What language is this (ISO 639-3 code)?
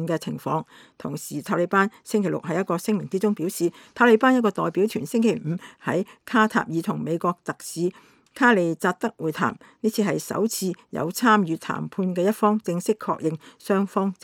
yue